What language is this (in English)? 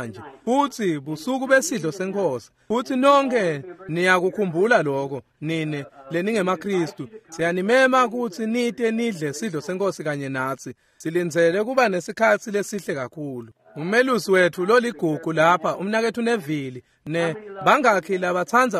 Swati